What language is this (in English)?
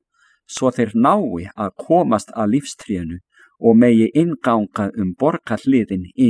Icelandic